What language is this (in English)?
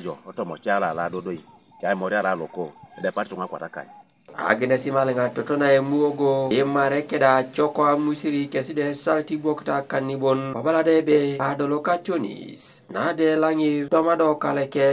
Teso